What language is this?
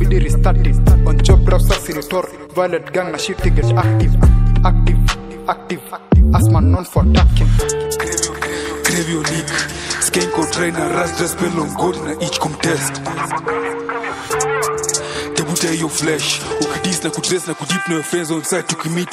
Swahili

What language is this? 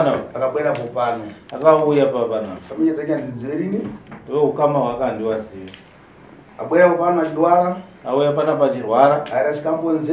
Shona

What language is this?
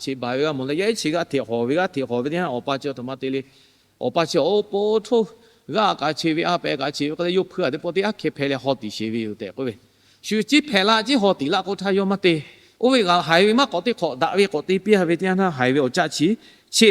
Lahu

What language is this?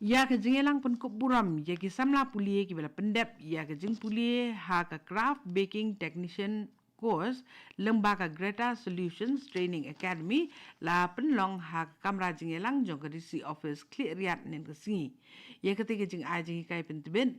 Khasi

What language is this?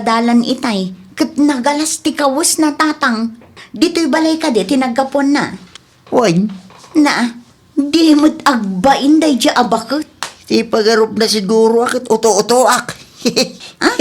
Iloko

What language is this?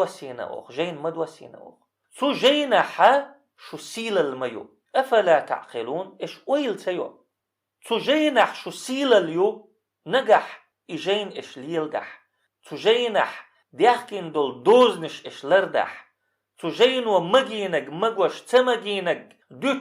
Chechen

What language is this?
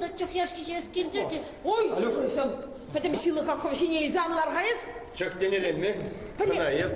Chuvash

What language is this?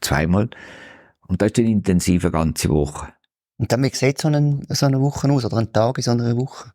Swiss German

